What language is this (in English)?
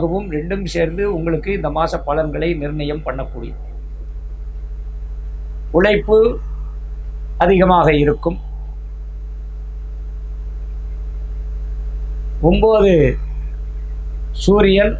Tamil